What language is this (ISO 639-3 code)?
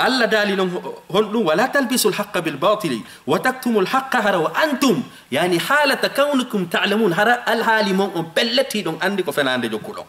ful